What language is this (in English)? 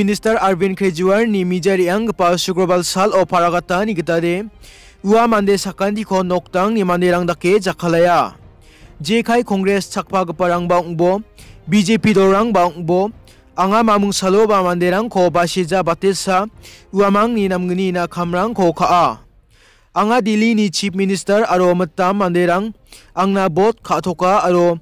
Garo